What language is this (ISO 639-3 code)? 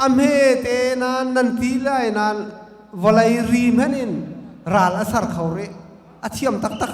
cnh